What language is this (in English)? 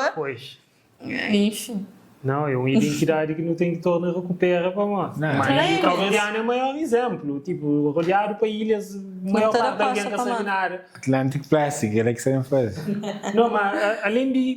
Kabuverdianu